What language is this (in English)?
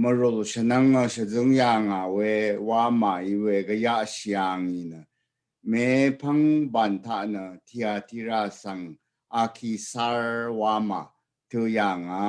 Rawang